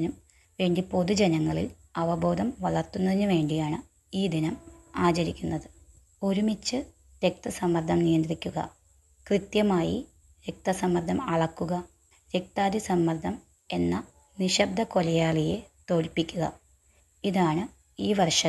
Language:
Malayalam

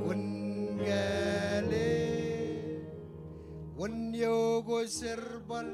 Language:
Marshallese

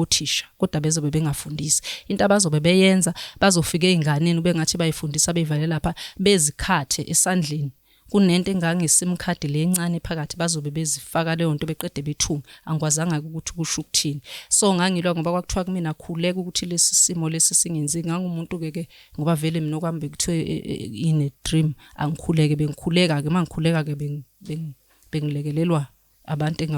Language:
Zulu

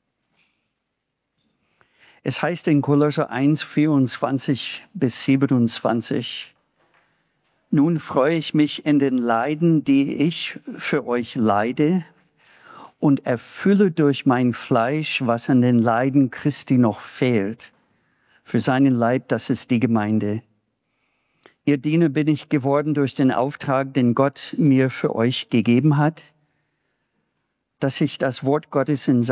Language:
German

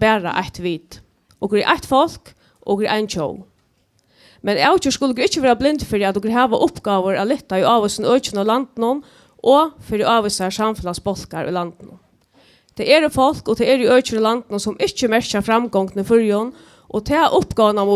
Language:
Faroese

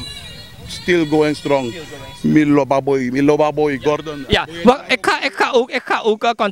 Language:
Sranan Tongo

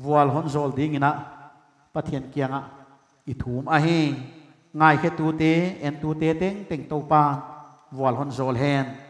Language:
Paite Chin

